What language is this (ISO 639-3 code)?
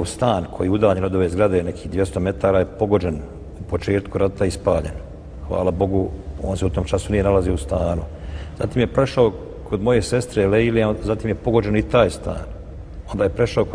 bos